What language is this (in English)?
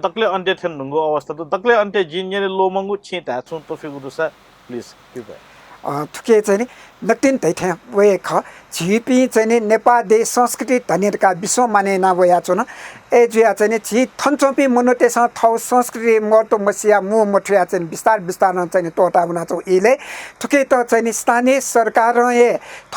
Newari